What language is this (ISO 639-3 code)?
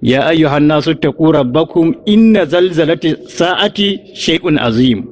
hau